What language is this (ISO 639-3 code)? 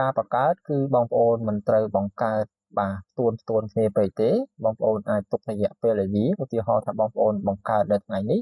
khm